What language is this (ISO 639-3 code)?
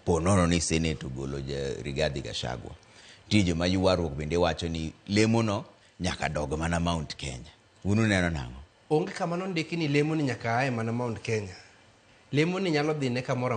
luo